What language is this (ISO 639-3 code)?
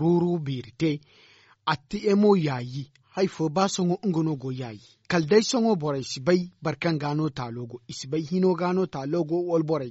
dje